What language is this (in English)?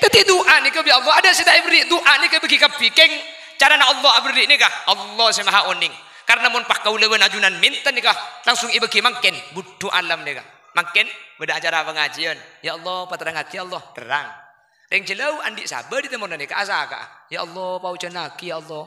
Madurese